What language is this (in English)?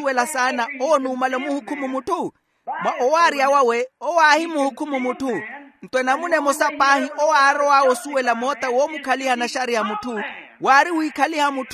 Makhuwa